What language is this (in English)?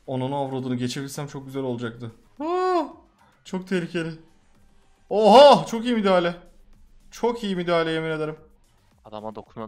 Turkish